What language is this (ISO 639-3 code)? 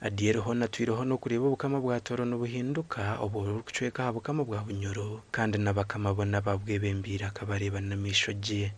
nyn